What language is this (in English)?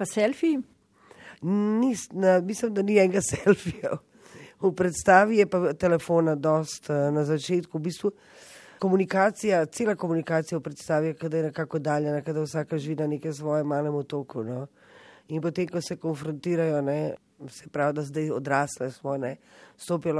Slovenian